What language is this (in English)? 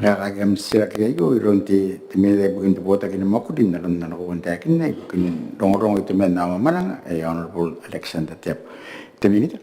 Gilbertese